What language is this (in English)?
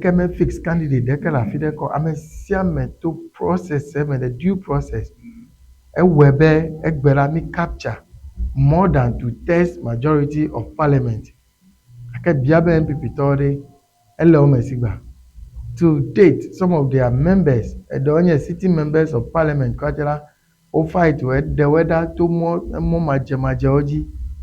Ewe